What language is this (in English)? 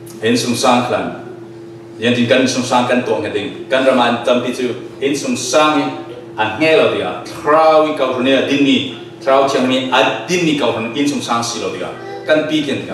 Falam Chin